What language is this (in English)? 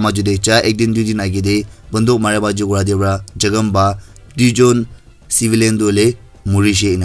Naga Pidgin